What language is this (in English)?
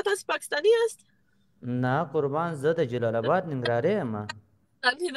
Pashto